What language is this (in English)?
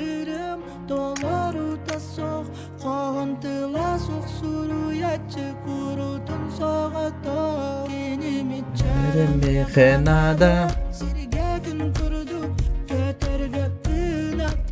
Yakut